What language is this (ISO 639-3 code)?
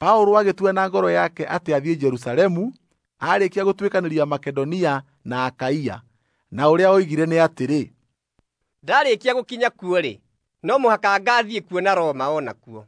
kik